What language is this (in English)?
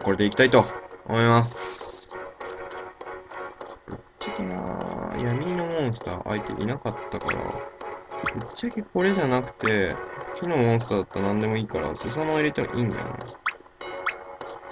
Japanese